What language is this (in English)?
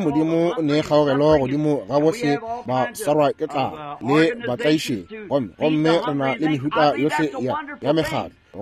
Northern Sotho